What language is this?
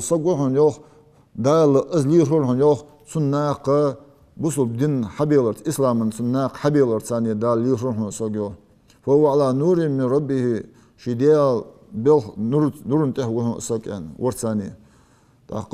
Ingush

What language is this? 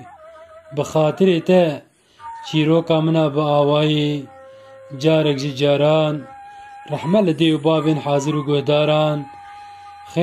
Kurdish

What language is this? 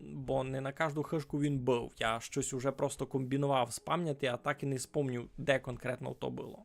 Rusyn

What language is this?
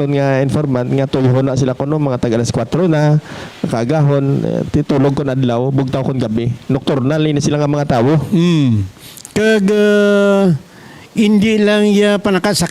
Hiligaynon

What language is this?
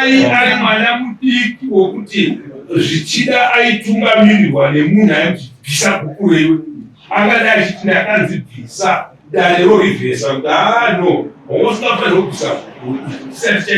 Shona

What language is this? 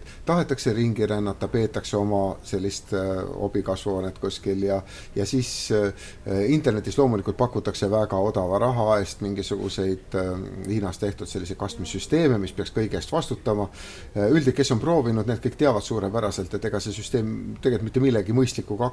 Estonian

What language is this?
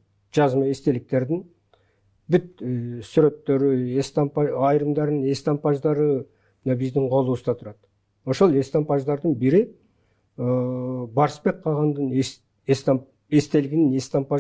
Kyrgyz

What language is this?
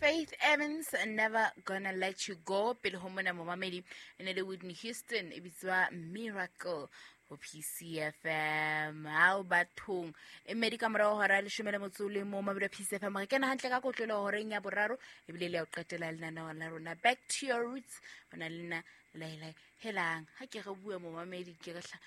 Southern Sotho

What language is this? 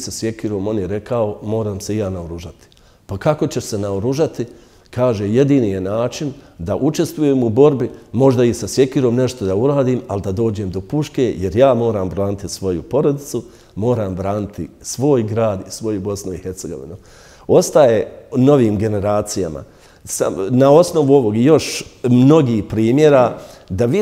Bosnian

